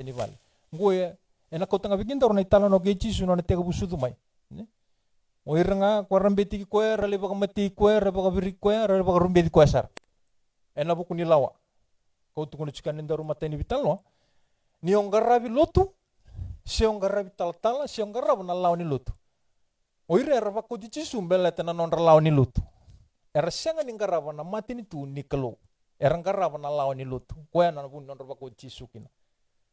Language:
Fijian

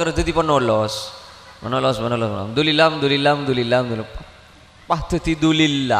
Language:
Madurese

